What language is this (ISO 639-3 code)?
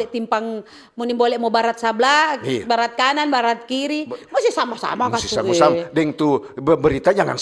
xmm